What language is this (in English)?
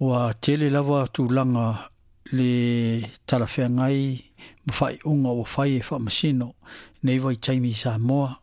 Samoan